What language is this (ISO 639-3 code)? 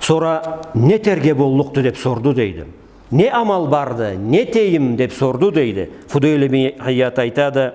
krc